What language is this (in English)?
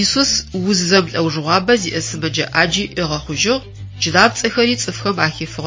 Adyghe